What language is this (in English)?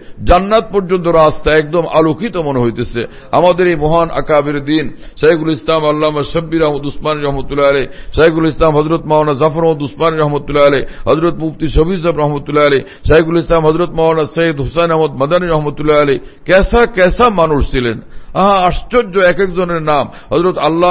Bangla